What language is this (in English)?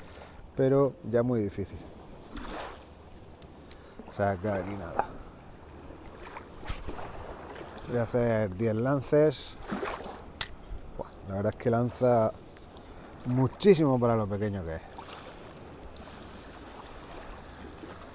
Spanish